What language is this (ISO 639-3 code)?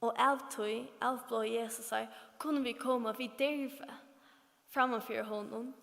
fao